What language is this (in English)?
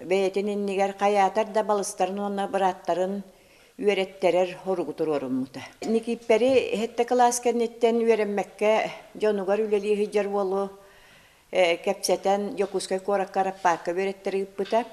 Yakut